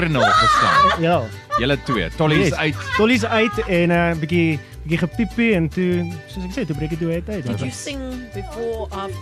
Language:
Afrikaans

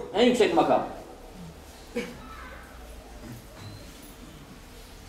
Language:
Turkish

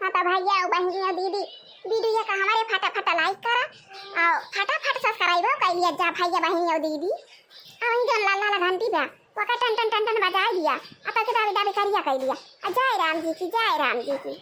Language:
Awadhi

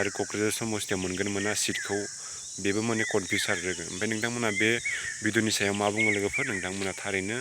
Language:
Bodo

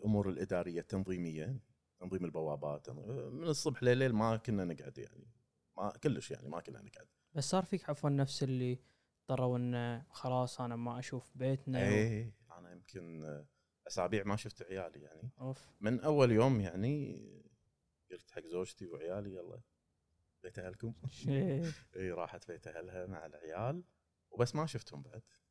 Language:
Gulf Arabic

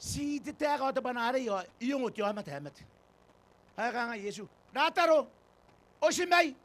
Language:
Gilbertese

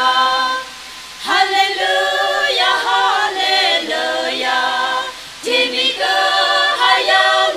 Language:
Tangkhul Naga (India)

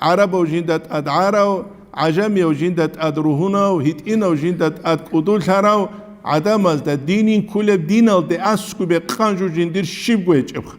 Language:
Avaric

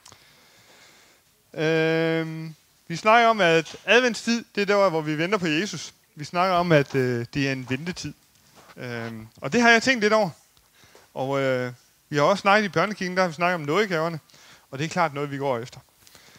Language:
Danish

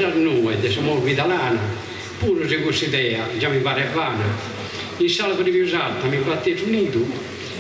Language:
Sardinian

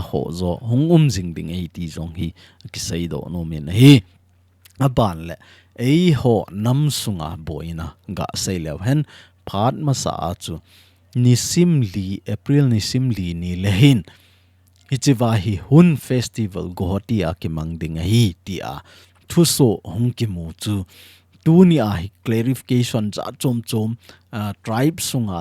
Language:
Thado Chin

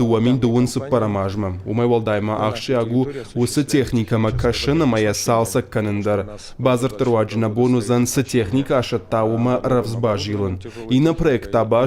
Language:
Ossetic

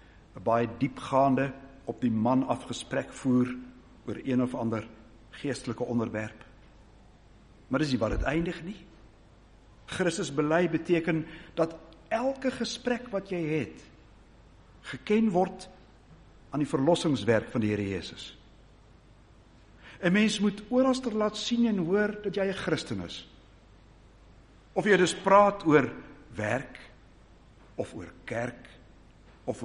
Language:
Afrikaans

